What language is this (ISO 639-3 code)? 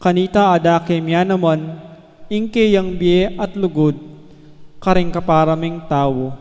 pam